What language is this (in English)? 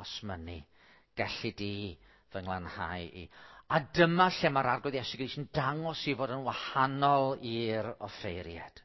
Welsh